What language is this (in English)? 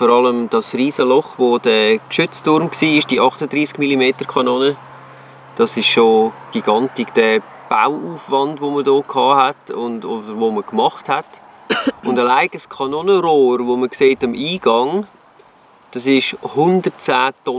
Swiss German